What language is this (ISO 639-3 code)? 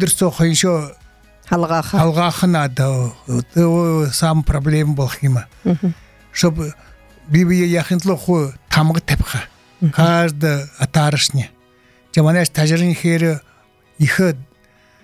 bua